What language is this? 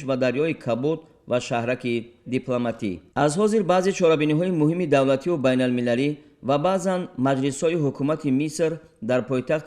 Tajik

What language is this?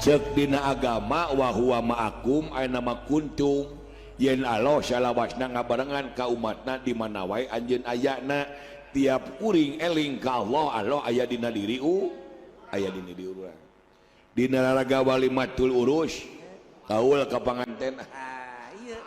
Sundanese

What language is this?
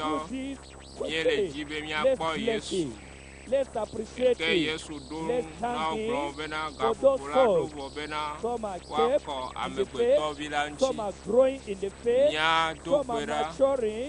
Ewe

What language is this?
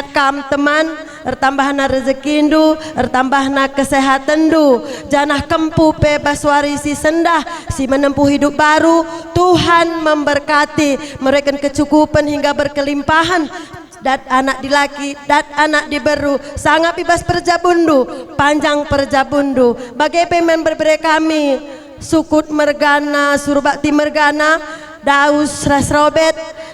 Batak Karo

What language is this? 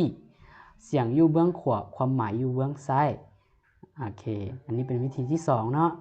Lao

